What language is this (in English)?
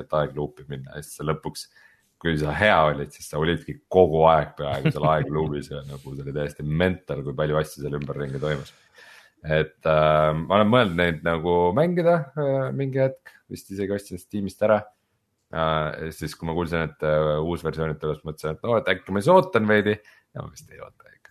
Estonian